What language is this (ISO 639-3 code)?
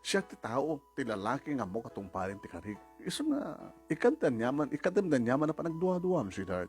ilo